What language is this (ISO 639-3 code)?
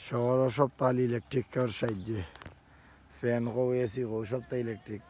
syl